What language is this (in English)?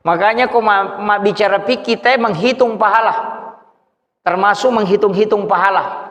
Buginese